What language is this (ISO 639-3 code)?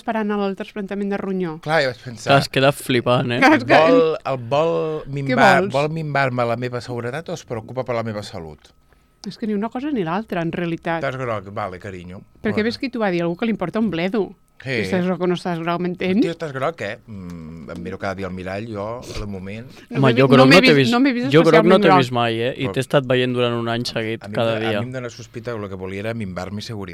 cat